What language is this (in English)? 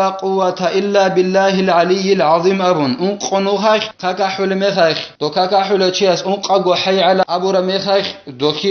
Avaric